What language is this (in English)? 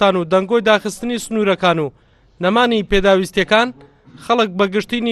Central Kurdish